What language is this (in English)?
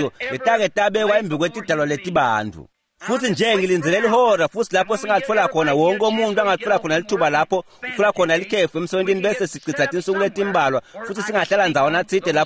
Swati